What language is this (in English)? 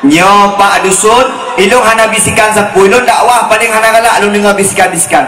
Achinese